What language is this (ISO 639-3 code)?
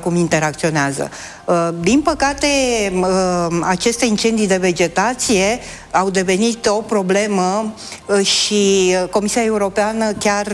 ron